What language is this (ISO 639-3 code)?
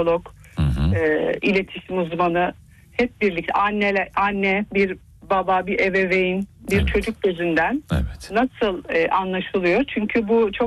tur